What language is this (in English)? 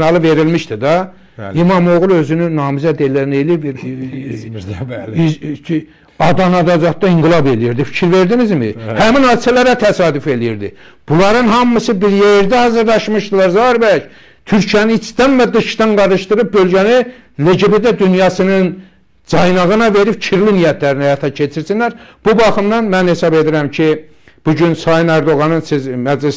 Azerbaijani